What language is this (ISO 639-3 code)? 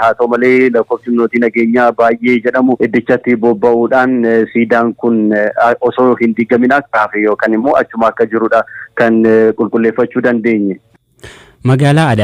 orm